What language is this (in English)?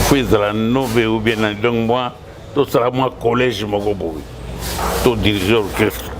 Lingala